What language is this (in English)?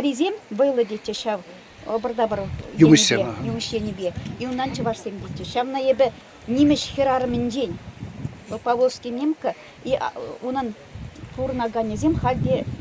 Chuvash